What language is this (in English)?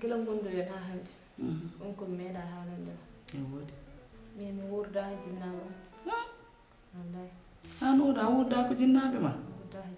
Fula